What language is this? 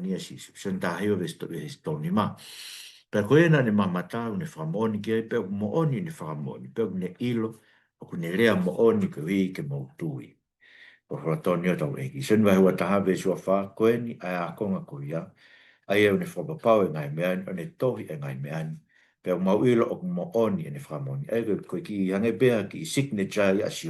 Tongan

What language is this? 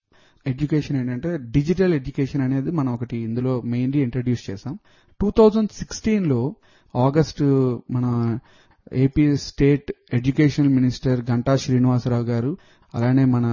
Telugu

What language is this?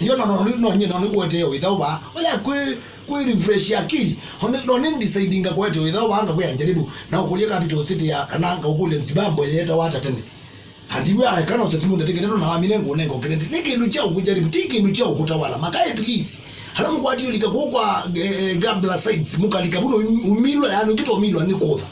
Kamba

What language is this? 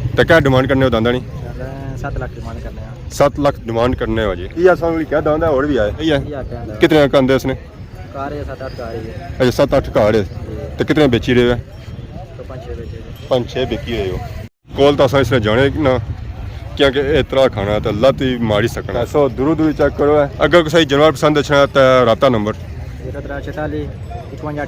Pahari-Potwari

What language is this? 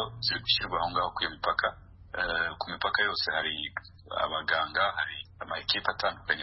Kinyarwanda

